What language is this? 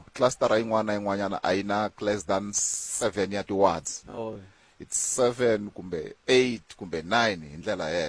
Tsonga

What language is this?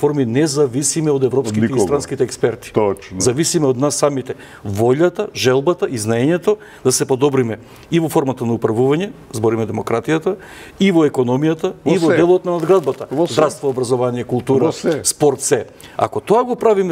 Macedonian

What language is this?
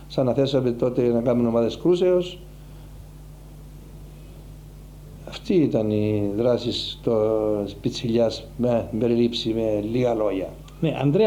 Greek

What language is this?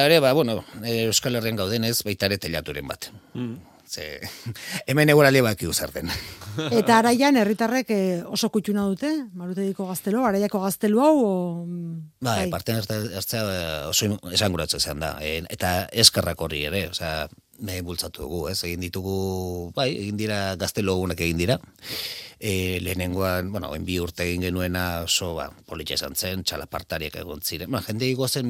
Basque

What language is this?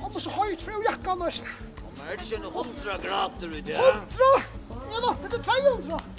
Faroese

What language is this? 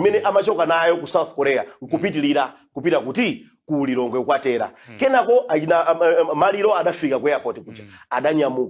Nyanja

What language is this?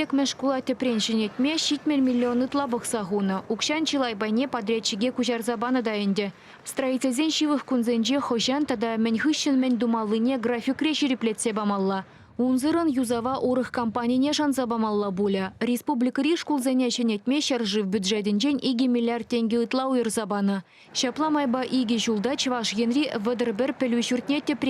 Chuvash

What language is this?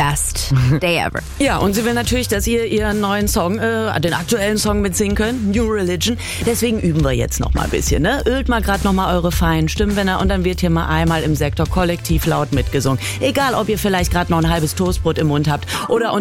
German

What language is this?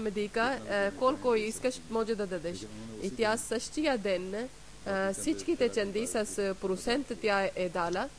Bulgarian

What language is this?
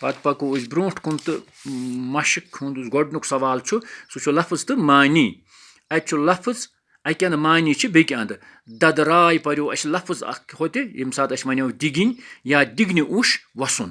Kashmiri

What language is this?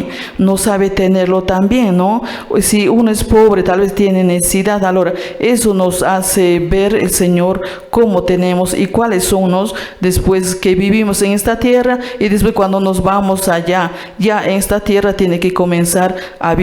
Quechua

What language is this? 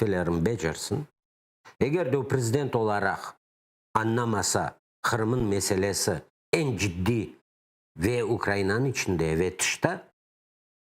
Crimean Tatar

